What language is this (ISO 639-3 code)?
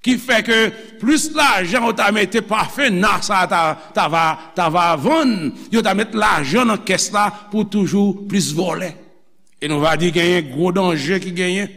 hat